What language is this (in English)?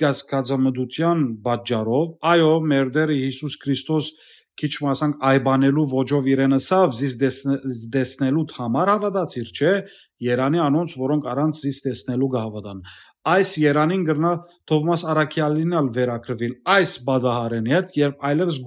Western Armenian